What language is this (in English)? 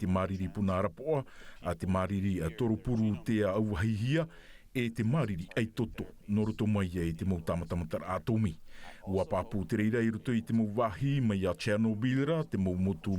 Tahitian